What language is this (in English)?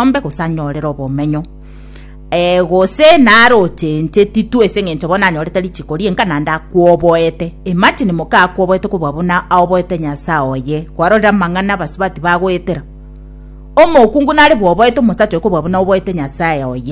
Gusii